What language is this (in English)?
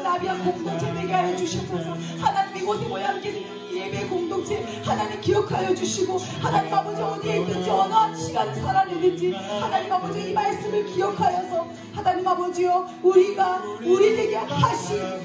Korean